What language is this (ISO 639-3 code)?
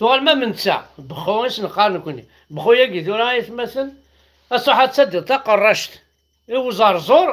kab